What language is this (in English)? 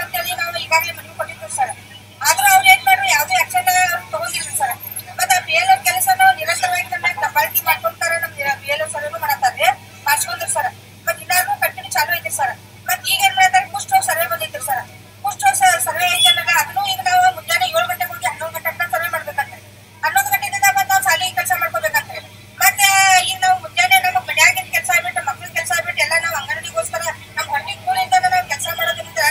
Kannada